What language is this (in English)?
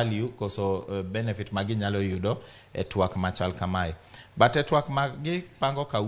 Luo (Kenya and Tanzania)